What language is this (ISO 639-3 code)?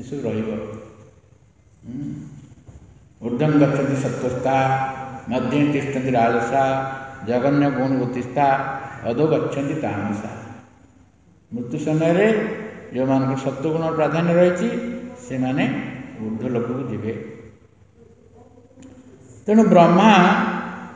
ori